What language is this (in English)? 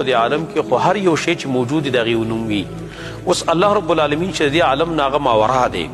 Pashto